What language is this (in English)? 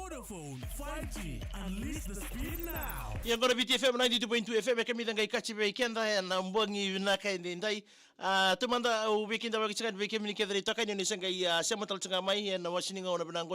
Fijian